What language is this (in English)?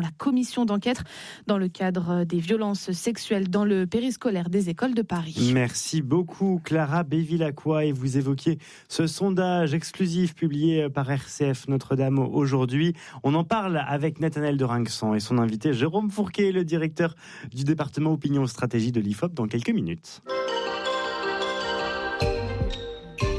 French